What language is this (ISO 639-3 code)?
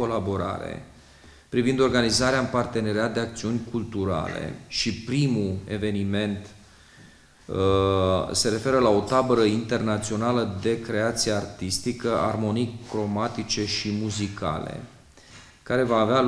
ron